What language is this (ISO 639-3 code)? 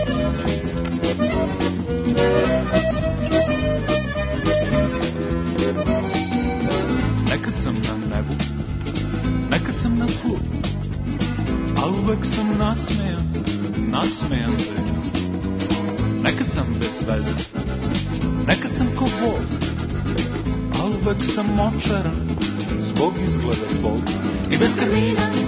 srp